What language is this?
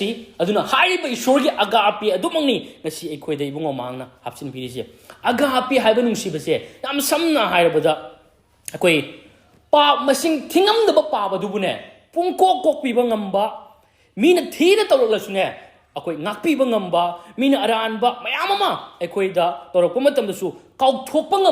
Manipuri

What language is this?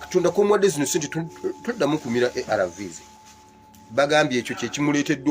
Ganda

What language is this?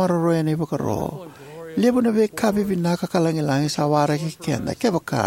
Fijian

